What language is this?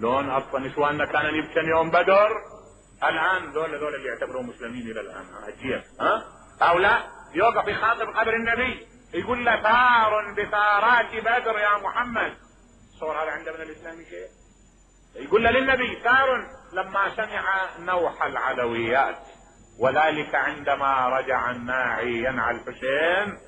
Mesopotamian Arabic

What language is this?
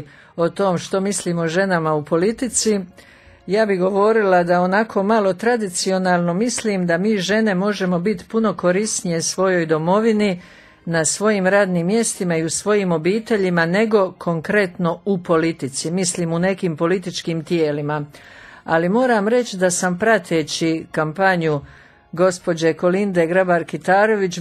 Croatian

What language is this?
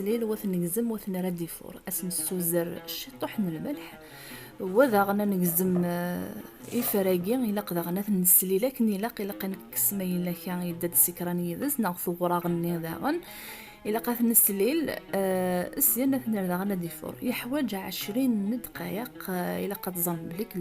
Kabyle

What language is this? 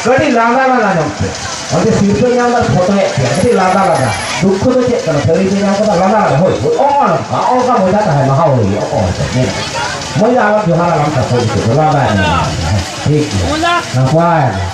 Santali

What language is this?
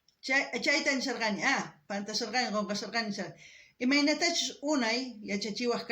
South Bolivian Quechua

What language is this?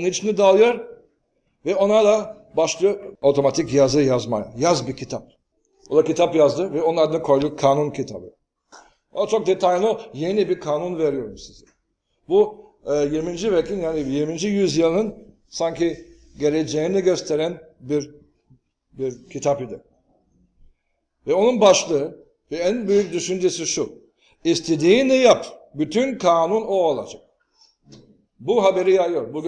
Turkish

